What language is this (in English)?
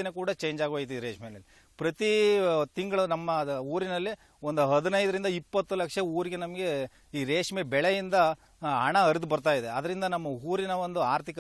Kannada